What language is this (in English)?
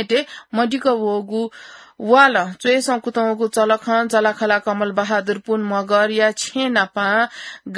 Newari